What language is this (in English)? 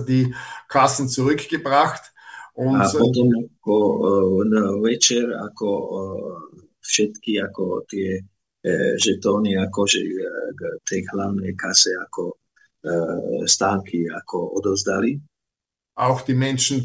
Slovak